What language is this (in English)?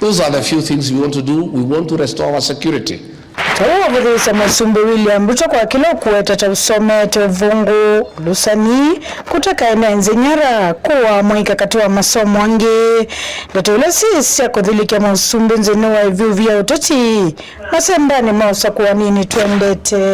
Kamba